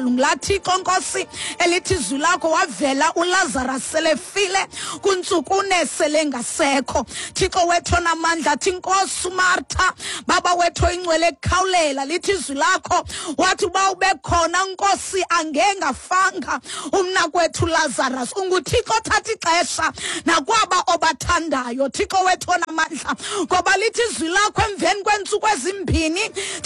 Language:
Xhosa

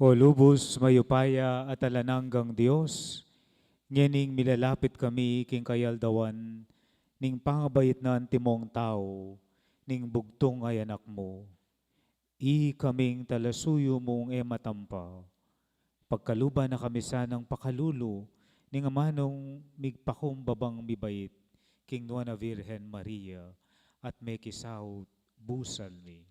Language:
Pampanga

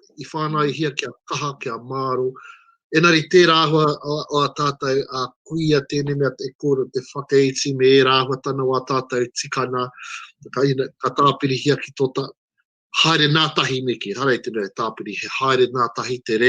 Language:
Māori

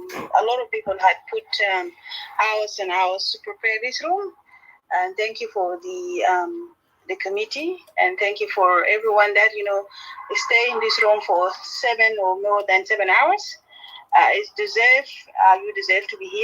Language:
Nuer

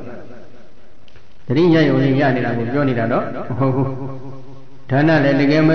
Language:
Burmese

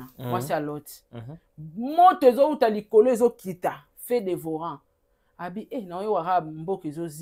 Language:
Lingala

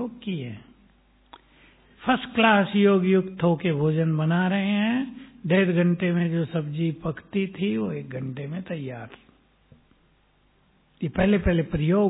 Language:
Hindi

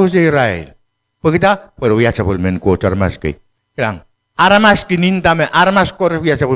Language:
Pohnpeian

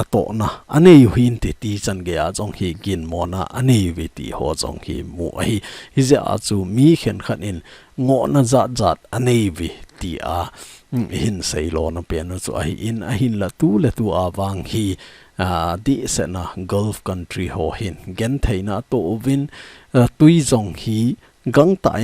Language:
Thado Chin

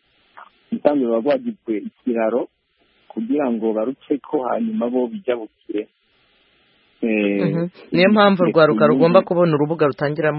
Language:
Kinyarwanda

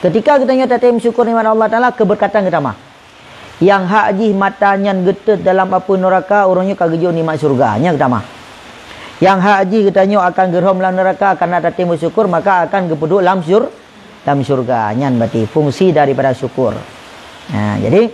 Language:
Achinese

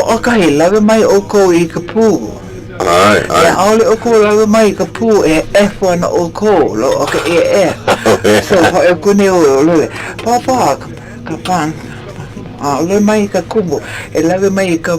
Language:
Hawaiian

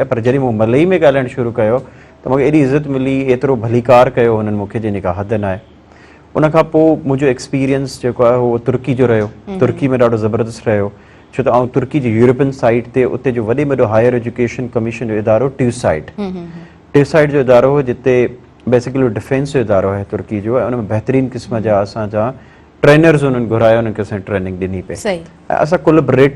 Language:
Sindhi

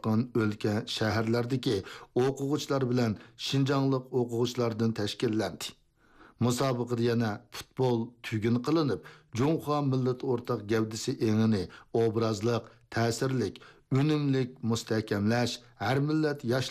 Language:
Uyghur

